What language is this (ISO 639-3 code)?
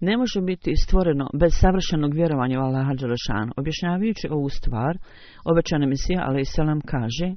bos